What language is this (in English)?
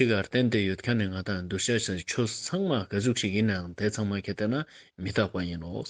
Ladakhi